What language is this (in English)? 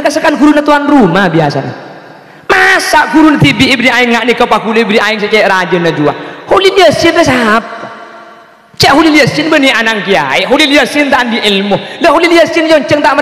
Madurese